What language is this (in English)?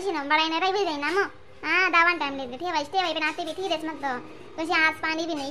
Khandesi